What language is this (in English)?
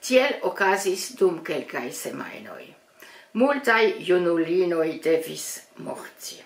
Esperanto